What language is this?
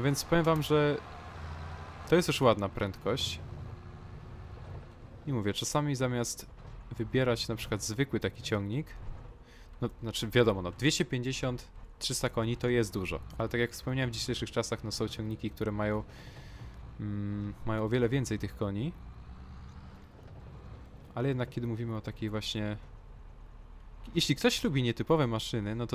Polish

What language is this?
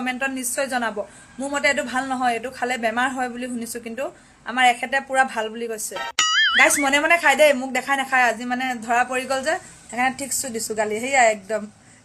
Assamese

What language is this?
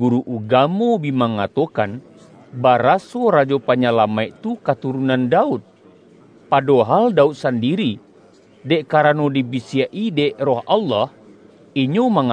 Minangkabau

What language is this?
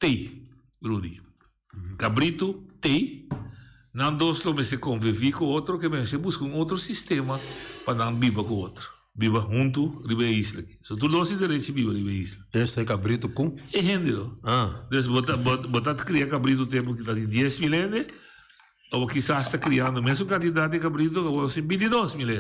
Papiamento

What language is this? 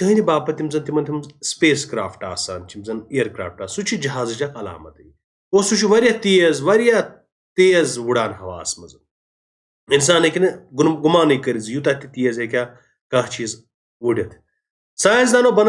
Kashmiri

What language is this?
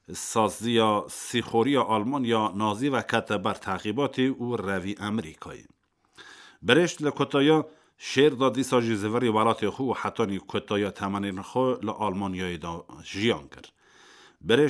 Kurdish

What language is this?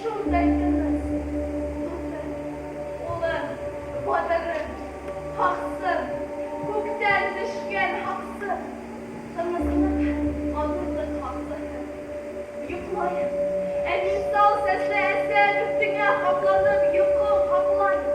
Bashkir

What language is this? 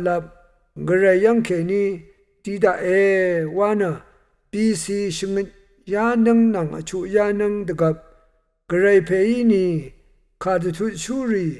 Rawang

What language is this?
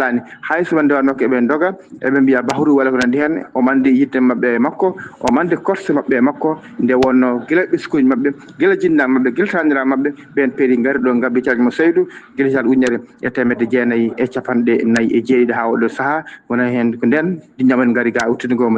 Fula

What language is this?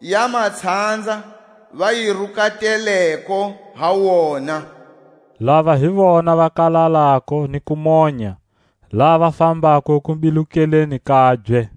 Tswa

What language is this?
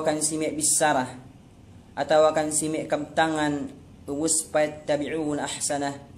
Yakan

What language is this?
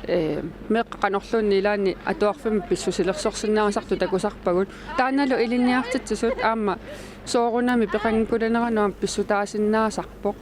Kalaallisut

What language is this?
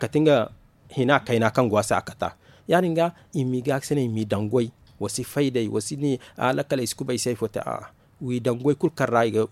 Zarma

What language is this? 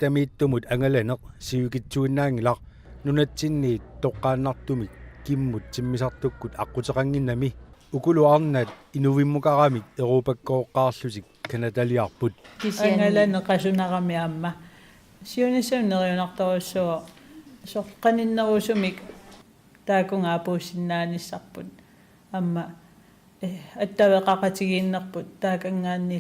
Kalaallisut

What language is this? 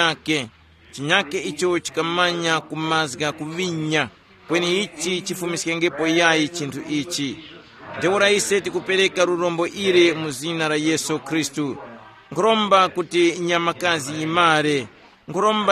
Tumbuka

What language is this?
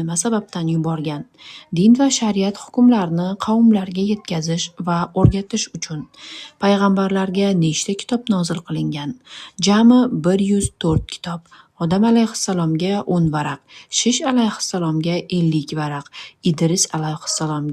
Uzbek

